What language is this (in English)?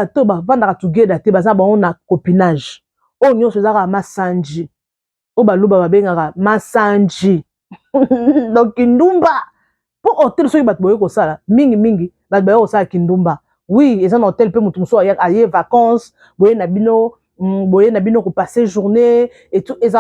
Lingala